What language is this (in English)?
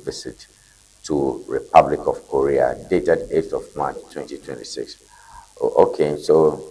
Ewe